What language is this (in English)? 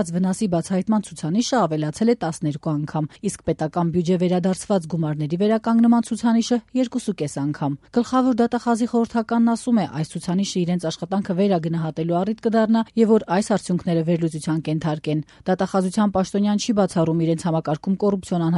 Armenian